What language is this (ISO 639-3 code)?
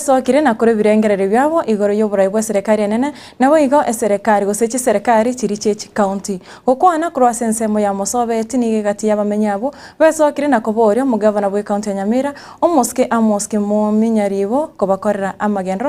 guz